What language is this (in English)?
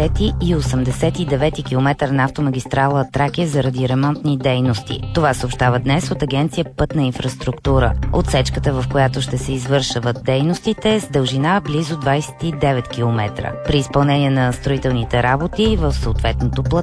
Bulgarian